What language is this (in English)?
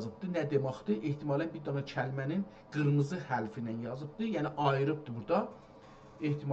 South Azerbaijani